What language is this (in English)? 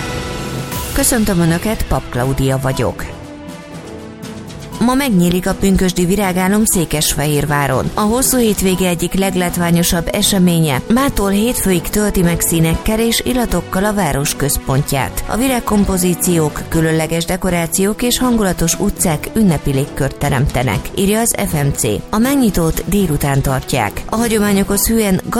Hungarian